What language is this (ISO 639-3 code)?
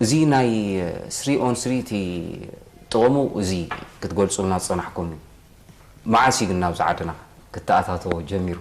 tir